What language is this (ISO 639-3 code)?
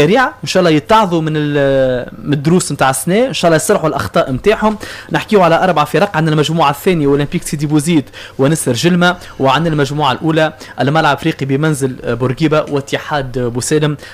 aeb